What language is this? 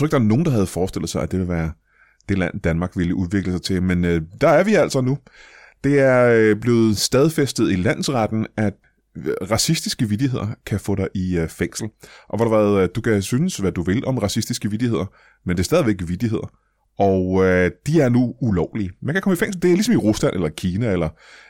Danish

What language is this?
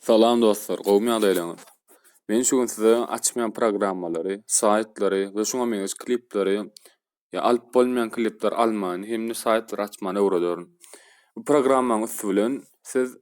Turkmen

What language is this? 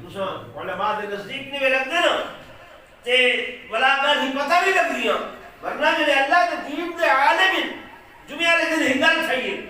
Saraiki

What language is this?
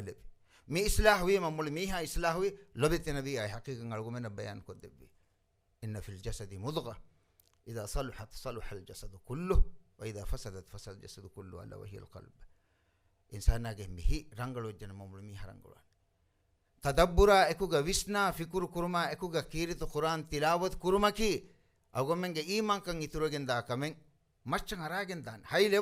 Divehi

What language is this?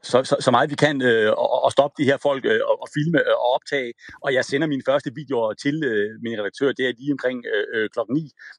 Danish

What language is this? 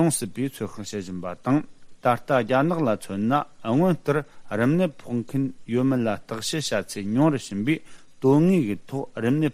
Tibetan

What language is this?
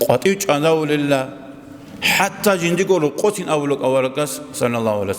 Avaric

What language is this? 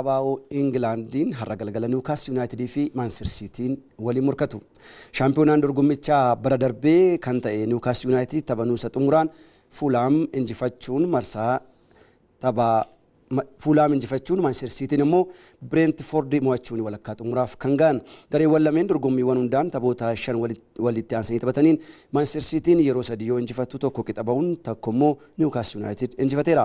Oromo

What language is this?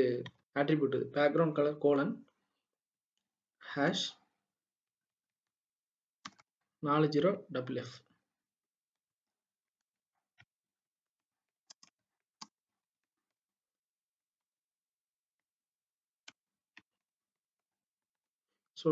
Tamil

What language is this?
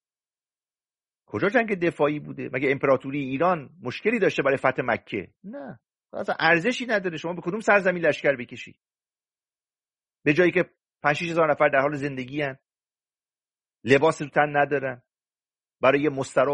Persian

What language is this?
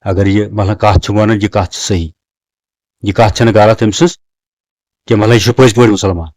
Kashmiri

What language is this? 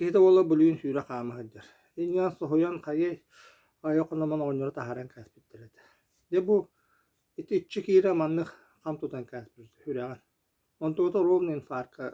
Yakut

